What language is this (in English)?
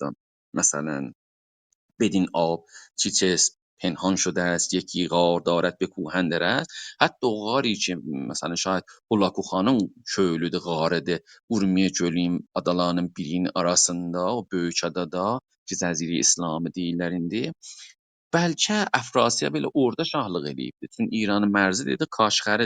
South Azerbaijani